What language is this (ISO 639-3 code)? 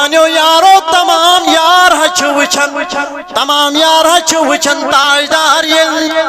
kas